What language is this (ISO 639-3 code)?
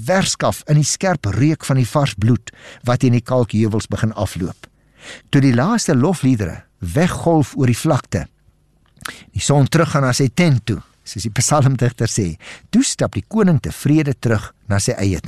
afr